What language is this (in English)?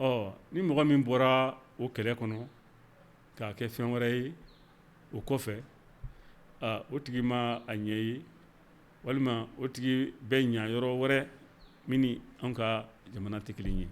Bambara